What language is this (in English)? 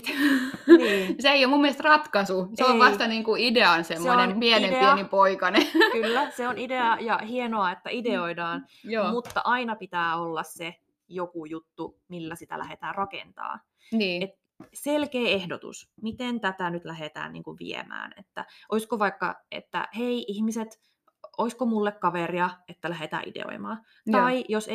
Finnish